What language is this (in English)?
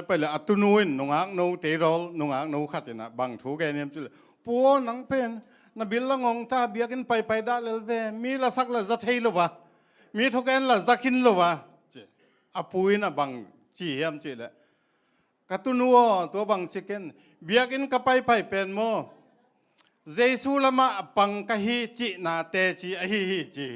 Tedim Chin